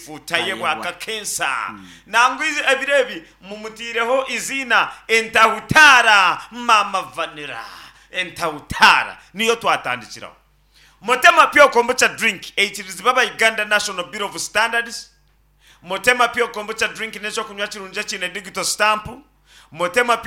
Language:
Nyankole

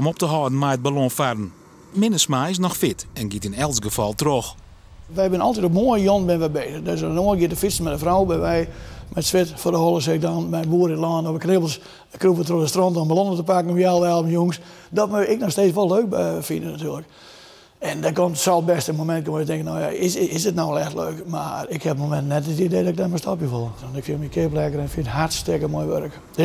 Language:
Western Frisian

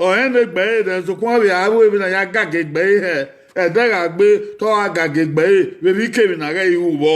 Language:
Bini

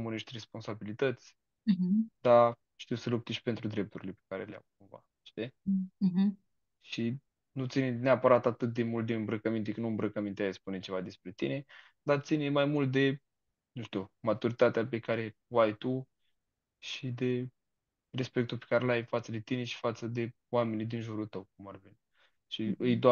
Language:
Romanian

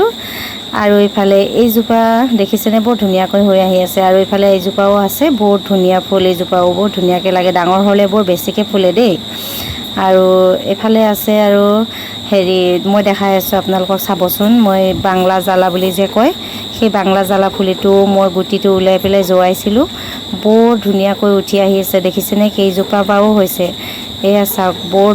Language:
Assamese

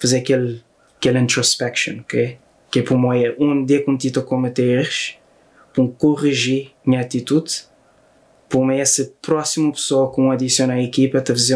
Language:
Kabuverdianu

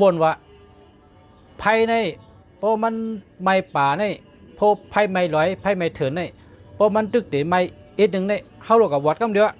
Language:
Shan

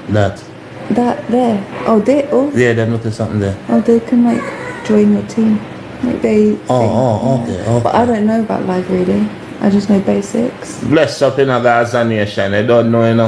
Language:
Jamaican Creole English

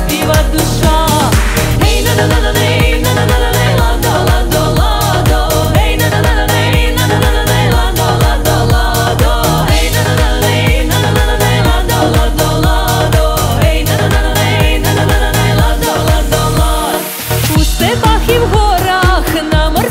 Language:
Ukrainian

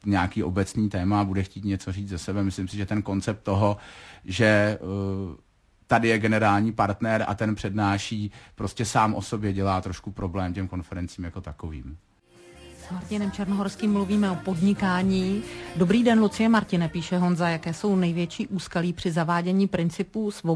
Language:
Czech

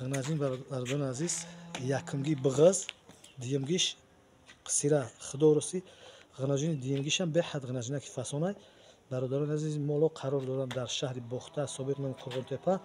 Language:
Tajik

